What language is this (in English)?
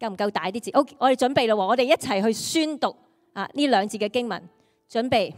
Cantonese